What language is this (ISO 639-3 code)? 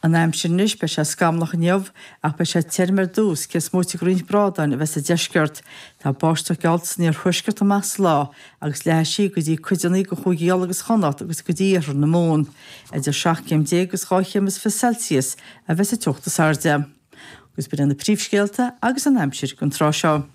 gle